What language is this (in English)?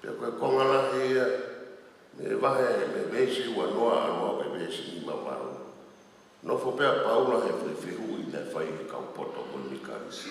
Tongan